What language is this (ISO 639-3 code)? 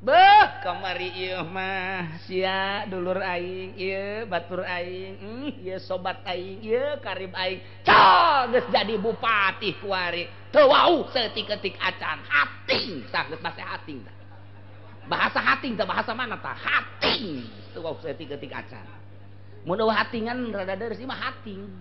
sun